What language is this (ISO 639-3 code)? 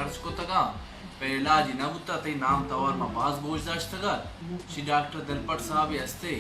bal